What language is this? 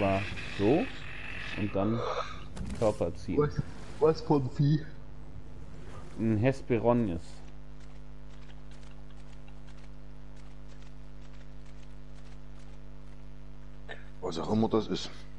German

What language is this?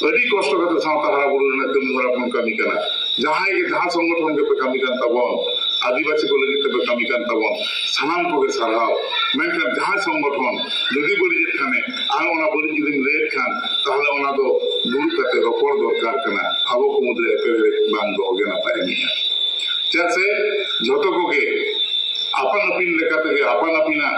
Santali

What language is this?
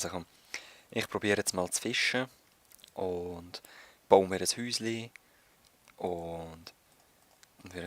Swiss German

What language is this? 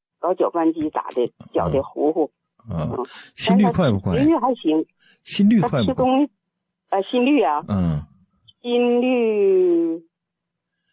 Chinese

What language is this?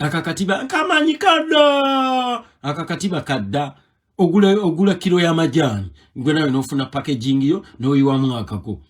Ganda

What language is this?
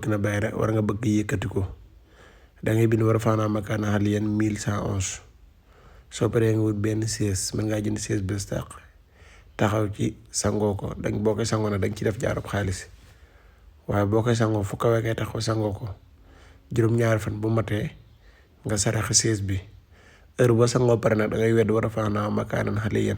Wolof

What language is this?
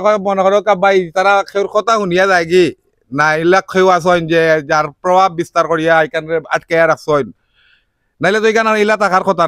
Sylheti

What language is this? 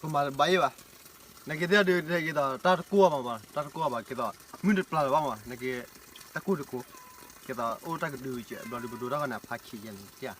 S'gaw Karen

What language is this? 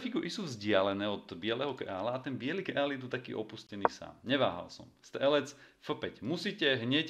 Slovak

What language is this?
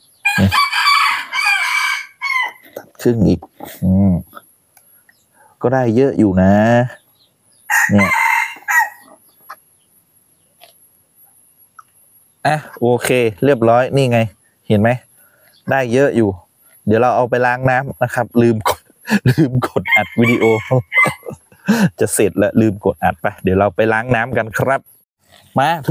Thai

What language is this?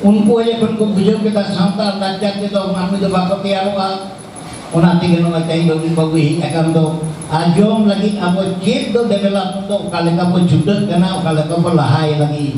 Santali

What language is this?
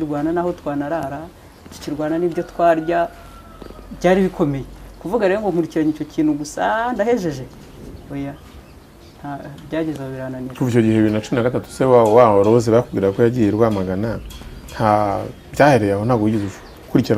Kinyarwanda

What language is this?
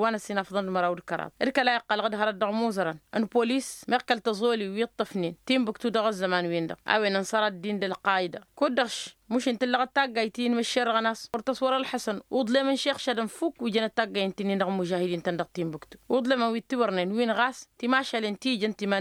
Tamasheq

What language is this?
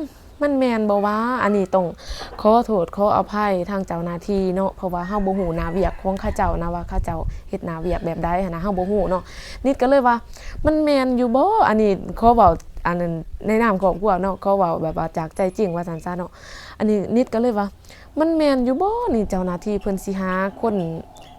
Lao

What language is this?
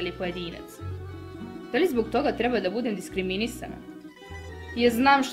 Serbian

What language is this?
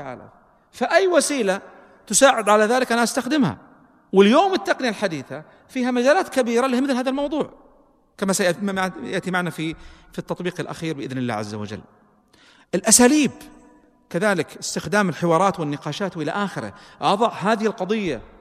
Arabic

